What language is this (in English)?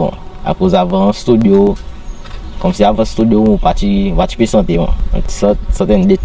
Seselwa Creole French